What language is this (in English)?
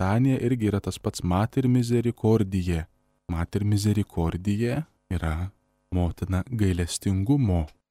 Lithuanian